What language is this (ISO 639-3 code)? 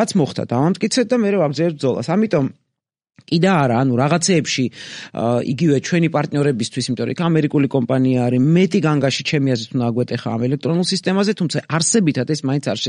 kat